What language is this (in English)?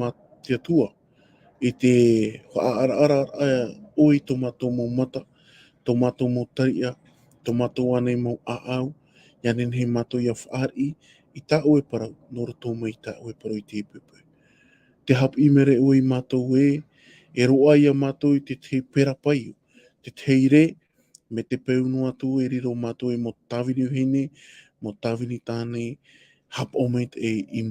Tahitian